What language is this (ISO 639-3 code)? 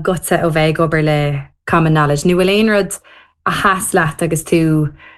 gle